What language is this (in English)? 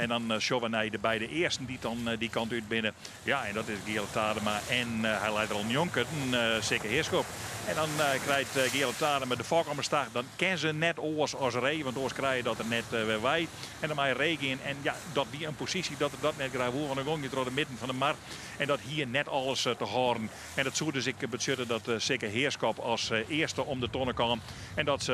Western Frisian